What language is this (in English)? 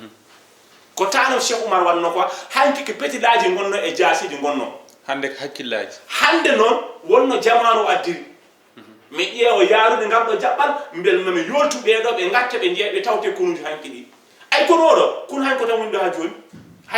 Fula